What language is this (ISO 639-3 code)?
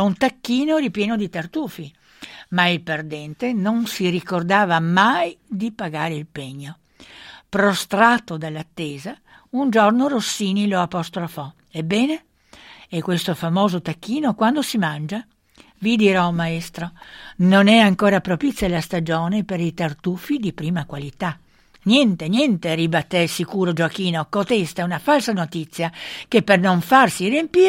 ita